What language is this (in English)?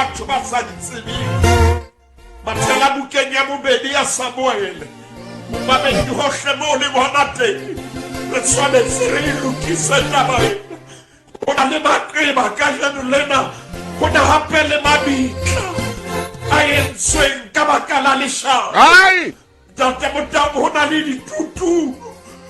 Southern Sotho